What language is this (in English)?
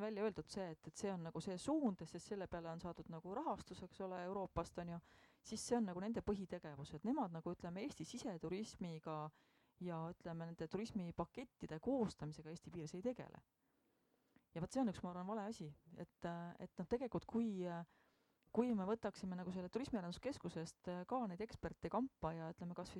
Estonian